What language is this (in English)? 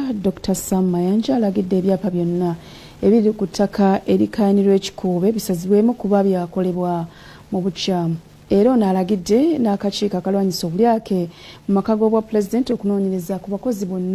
Ganda